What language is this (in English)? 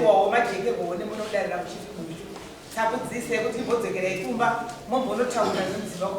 Shona